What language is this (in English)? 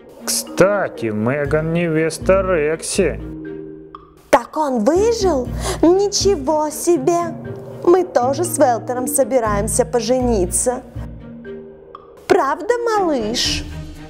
Russian